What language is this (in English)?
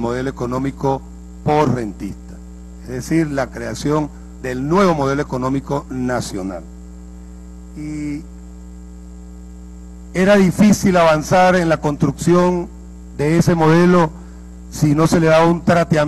Spanish